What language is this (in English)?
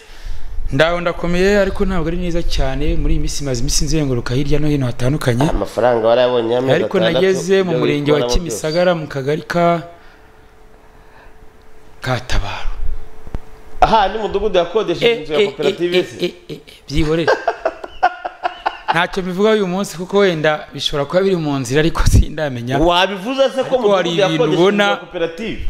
Kinyarwanda